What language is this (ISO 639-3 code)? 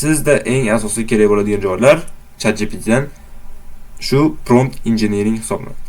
uzb